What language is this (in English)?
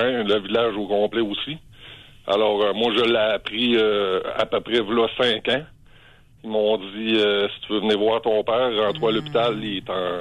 French